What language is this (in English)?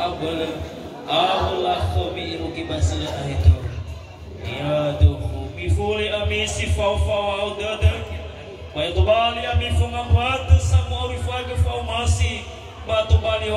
Nias